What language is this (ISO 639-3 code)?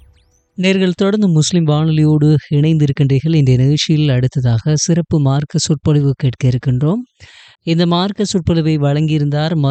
tam